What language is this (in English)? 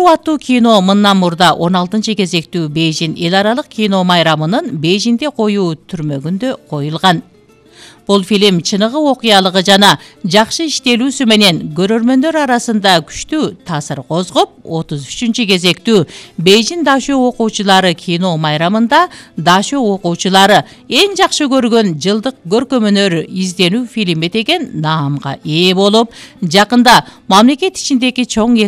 Kyrgyz